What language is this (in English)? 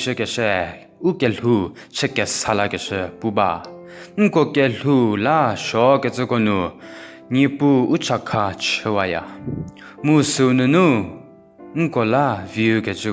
Angami Naga